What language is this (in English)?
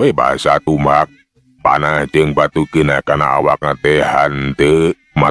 Sundanese